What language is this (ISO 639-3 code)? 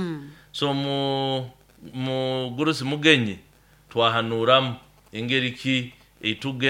nyo